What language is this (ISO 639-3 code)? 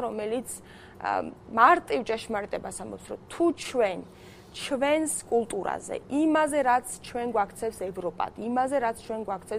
kat